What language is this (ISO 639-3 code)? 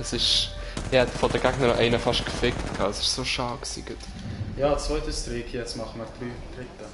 gsw